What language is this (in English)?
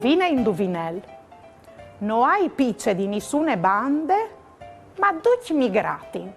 Friulian